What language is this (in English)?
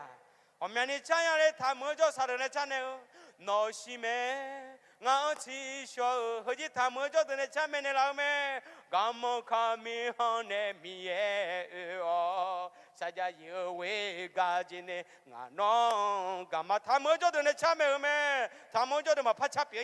Akha